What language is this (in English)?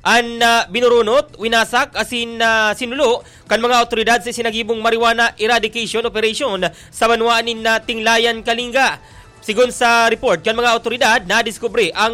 Bikol